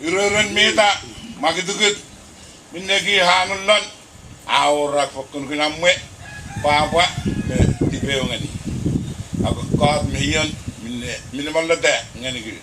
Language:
Puluwatese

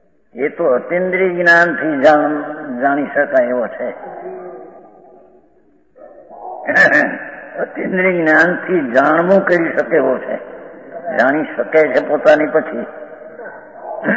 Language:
Gujarati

